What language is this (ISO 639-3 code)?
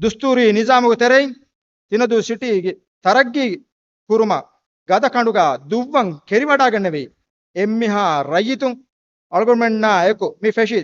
div